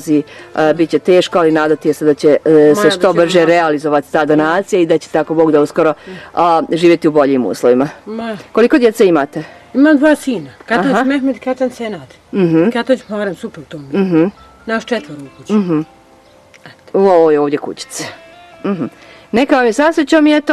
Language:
Bosnian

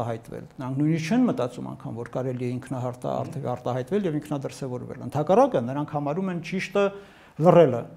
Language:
Armenian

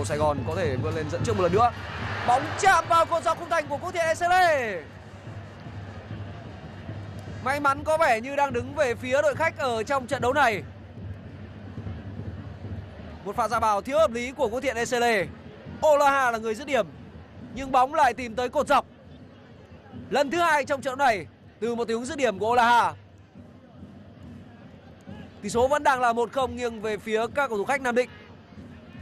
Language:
Vietnamese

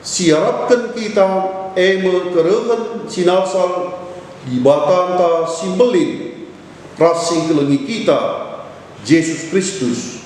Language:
Batak Karo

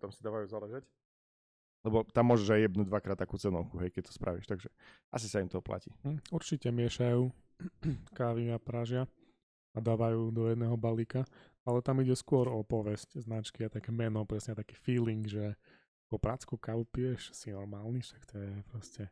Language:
Slovak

